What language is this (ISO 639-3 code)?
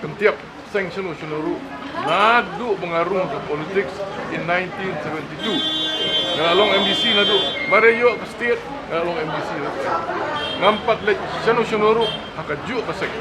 kha